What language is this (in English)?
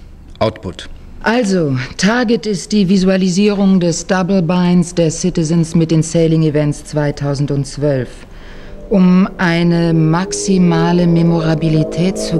German